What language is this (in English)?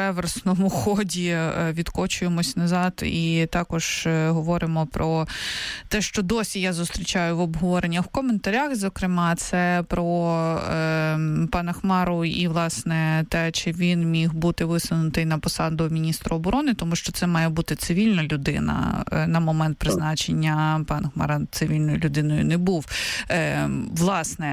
Ukrainian